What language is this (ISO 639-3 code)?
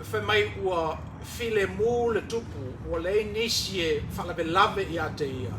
smo